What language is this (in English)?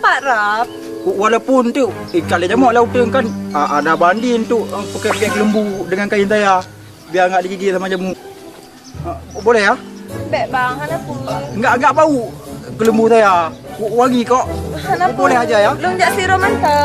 Achinese